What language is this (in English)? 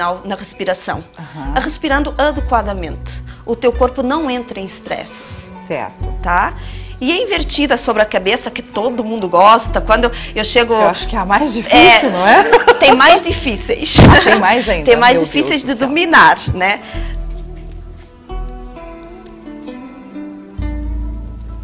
Portuguese